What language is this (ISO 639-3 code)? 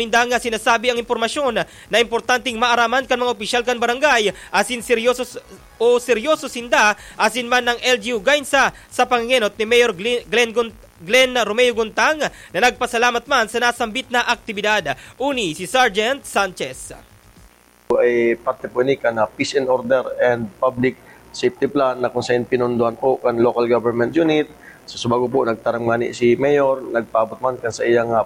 bik